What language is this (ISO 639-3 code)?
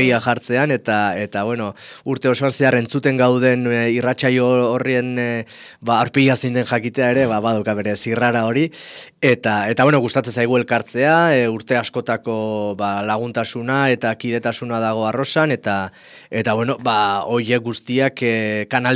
eus